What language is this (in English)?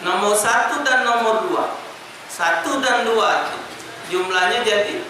Musi